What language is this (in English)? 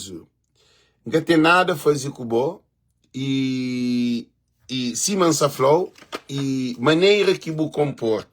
Kabuverdianu